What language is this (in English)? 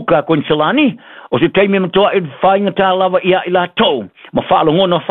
Samoan